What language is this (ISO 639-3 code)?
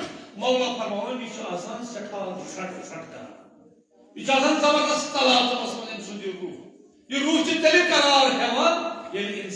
kas